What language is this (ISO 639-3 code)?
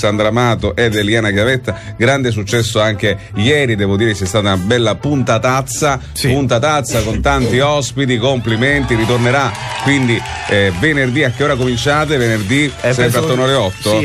ita